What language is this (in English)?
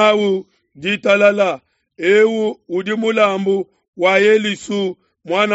Luba-Lulua